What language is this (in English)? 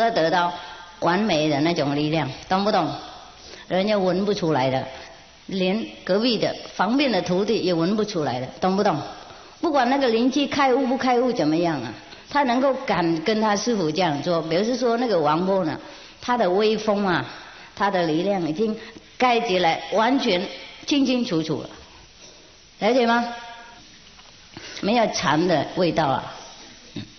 Chinese